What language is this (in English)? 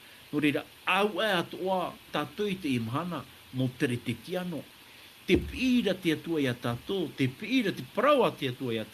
Tahitian